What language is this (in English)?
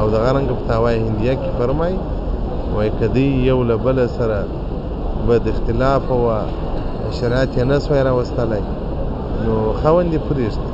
Pashto